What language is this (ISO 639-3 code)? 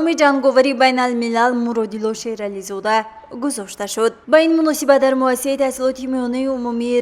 tgk